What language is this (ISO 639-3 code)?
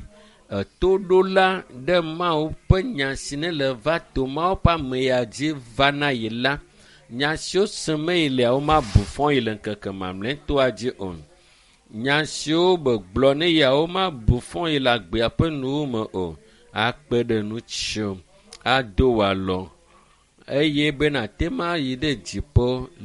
ewe